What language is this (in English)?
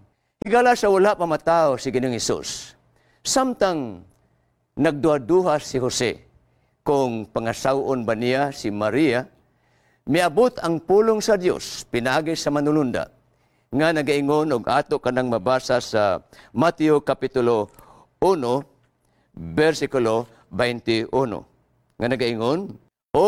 Cebuano